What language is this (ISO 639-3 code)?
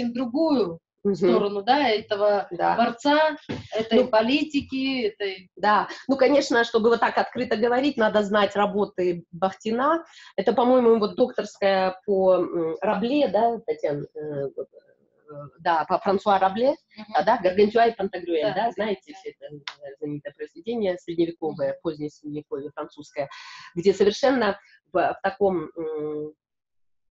rus